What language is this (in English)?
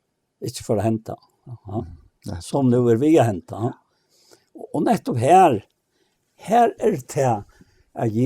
Faroese